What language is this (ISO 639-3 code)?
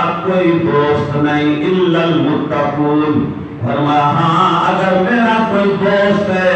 skr